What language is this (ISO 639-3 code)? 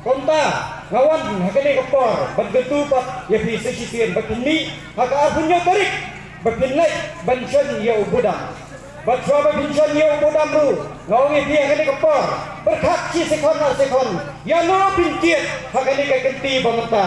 kha